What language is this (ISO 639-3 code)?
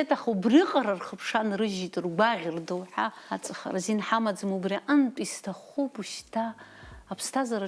abk